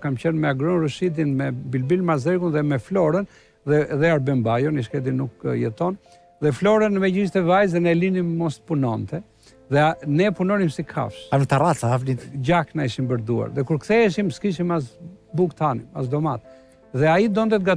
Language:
Albanian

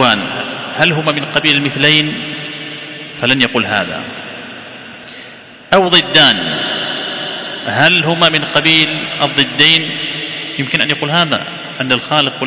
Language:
Arabic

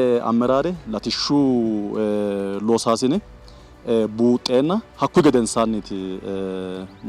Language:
Sidamo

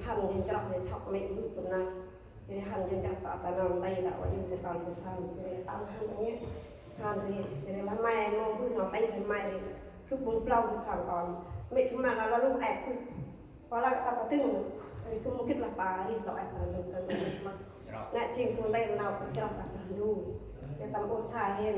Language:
Central Mnong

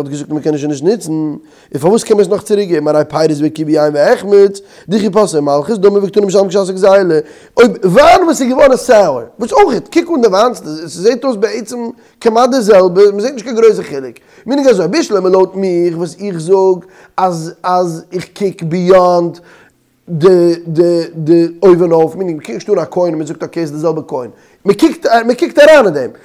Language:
Yiddish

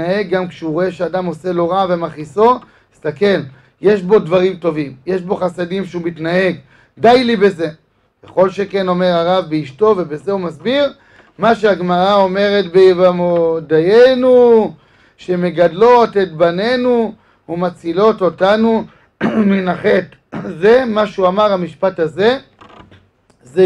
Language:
Hebrew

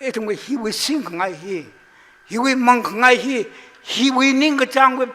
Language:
Tangkhul Naga (India)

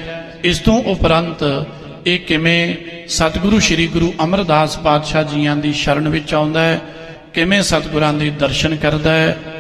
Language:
Punjabi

